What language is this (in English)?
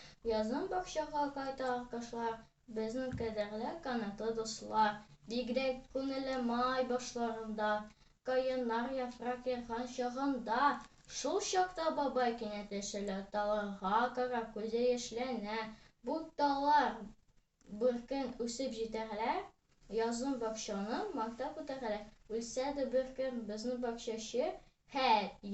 Tatar